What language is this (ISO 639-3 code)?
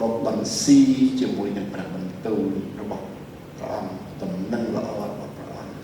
khm